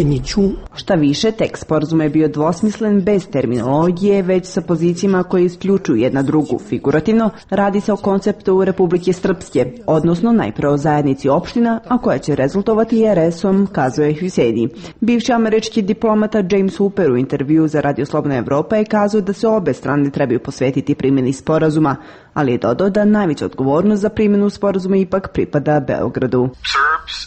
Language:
Serbian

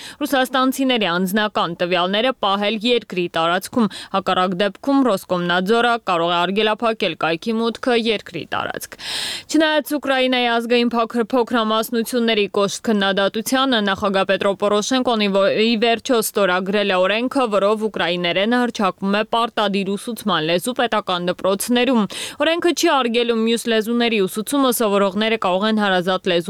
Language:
Armenian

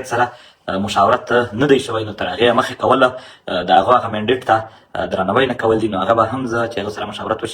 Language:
Pashto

